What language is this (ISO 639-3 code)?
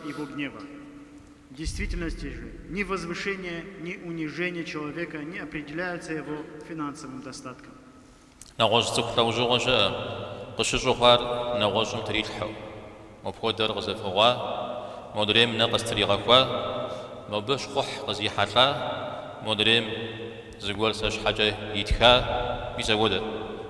kbd